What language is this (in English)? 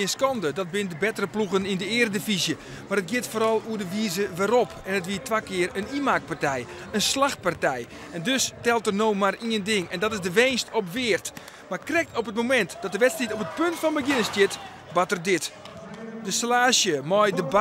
Western Frisian